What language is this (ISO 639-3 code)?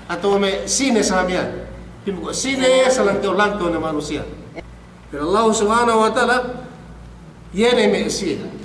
yka